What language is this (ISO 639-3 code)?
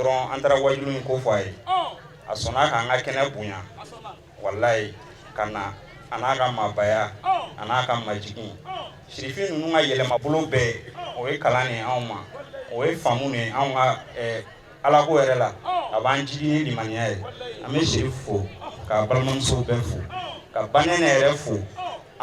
bam